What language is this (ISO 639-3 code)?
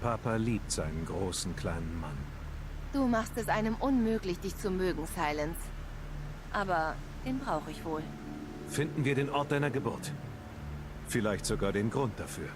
gsw